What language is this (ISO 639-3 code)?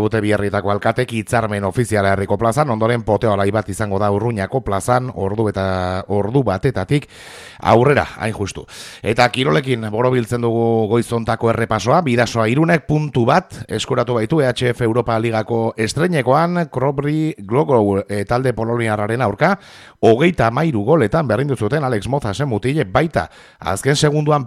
eus